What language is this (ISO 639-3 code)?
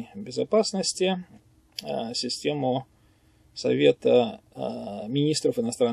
rus